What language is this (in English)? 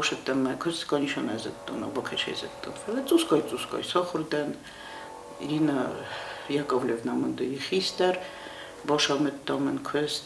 Ossetic